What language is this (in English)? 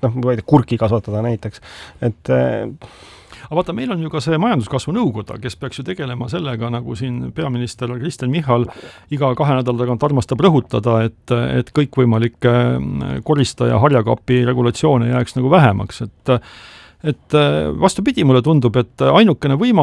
Estonian